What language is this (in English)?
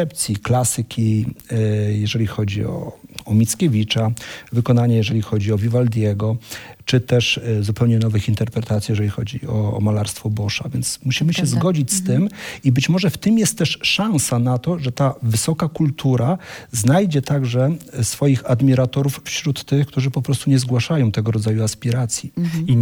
Polish